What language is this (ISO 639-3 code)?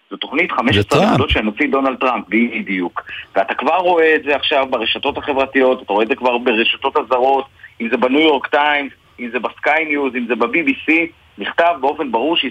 heb